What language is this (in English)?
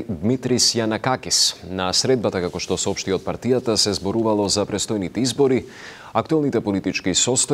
Macedonian